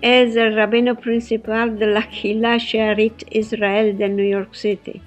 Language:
Ladino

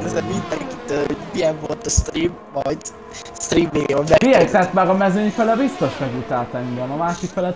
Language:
Hungarian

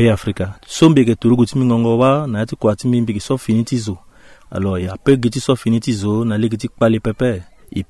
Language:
Sango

